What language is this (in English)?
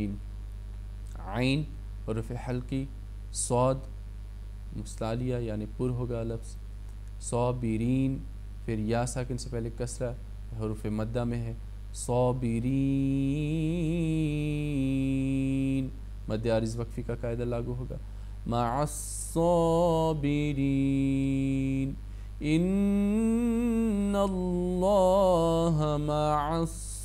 Urdu